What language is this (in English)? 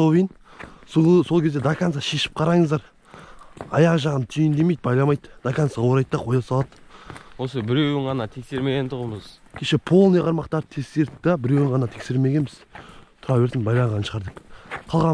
Kazakh